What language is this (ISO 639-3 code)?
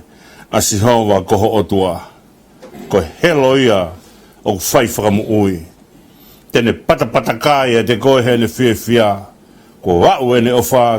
ton